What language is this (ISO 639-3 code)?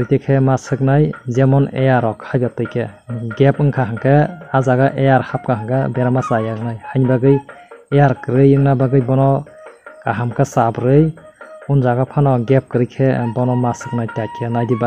trp